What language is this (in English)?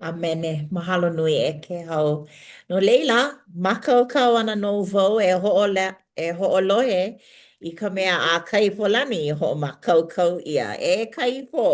Hawaiian